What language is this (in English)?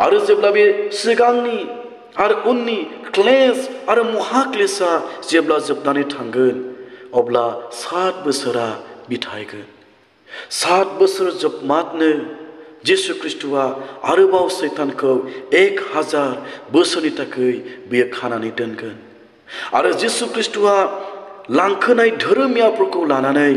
Bodo